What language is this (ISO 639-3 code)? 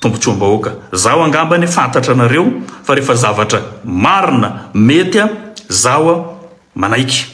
mlg